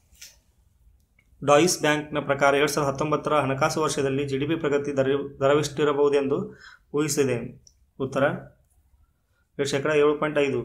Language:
Kannada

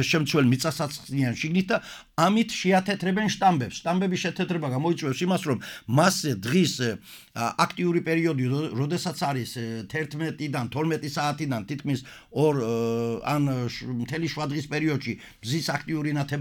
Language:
Georgian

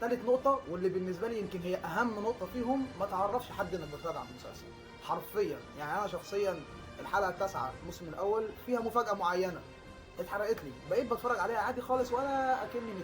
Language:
Egyptian Arabic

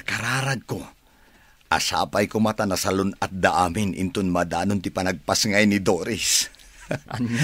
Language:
Iloko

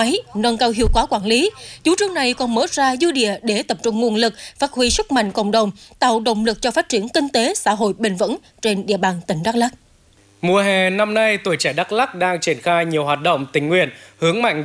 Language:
Vietnamese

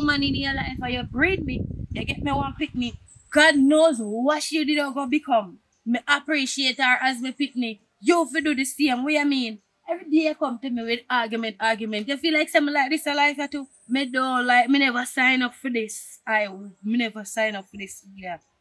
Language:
Jamaican Creole English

